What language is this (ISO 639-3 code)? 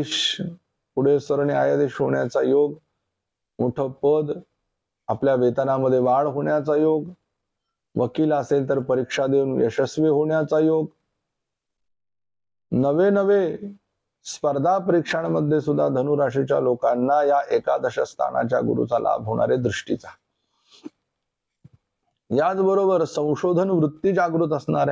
mar